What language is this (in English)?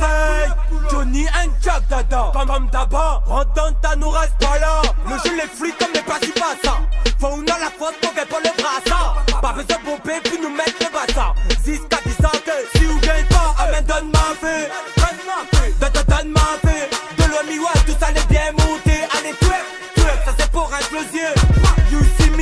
Réunion Creole French